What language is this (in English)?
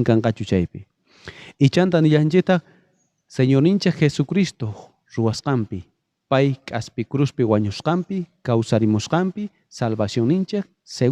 South Bolivian Quechua